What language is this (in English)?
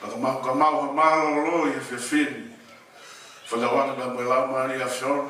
Tongan